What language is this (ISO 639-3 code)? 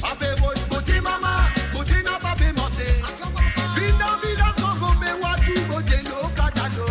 mfe